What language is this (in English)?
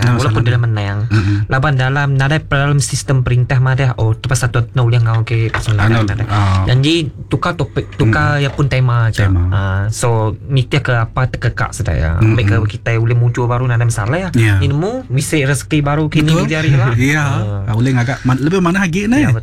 Malay